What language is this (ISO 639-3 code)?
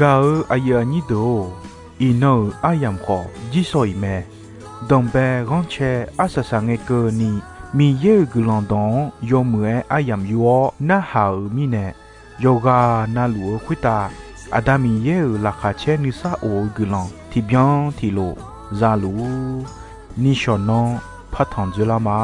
ahk